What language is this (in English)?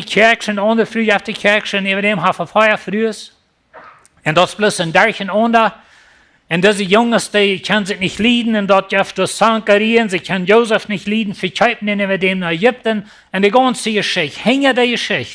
Plautdietsch